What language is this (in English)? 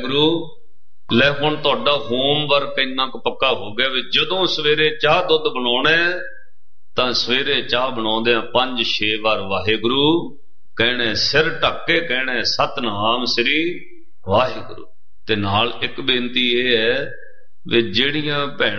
Punjabi